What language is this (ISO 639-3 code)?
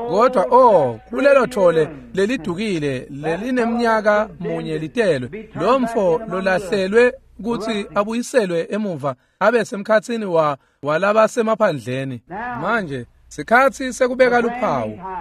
ssw